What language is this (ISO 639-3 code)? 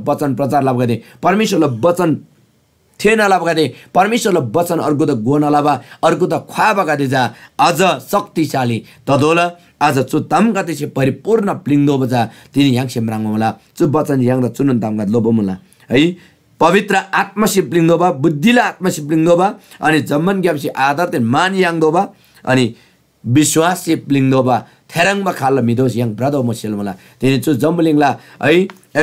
taj